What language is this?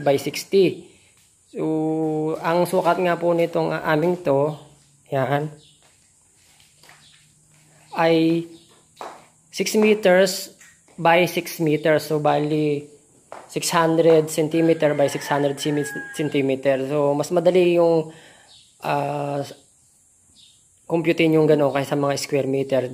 Filipino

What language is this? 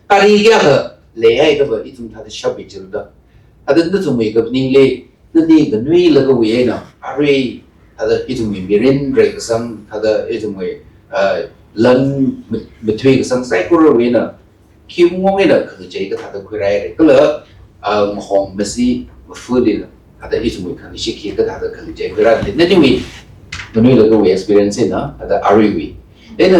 Tangkhul Naga (India)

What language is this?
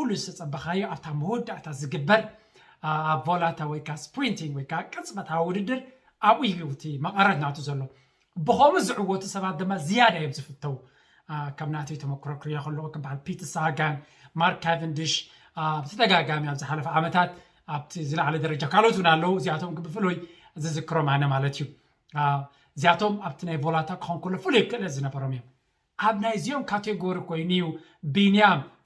Tigrinya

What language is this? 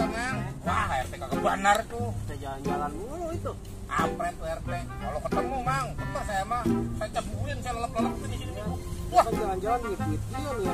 Betawi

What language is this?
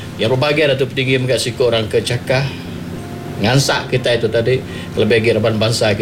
Iban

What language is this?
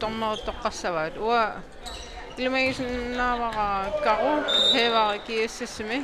Kalaallisut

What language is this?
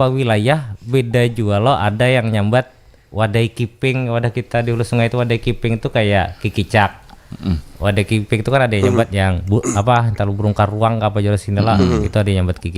Banjar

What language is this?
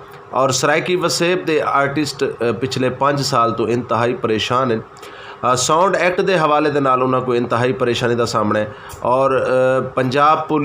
Saraiki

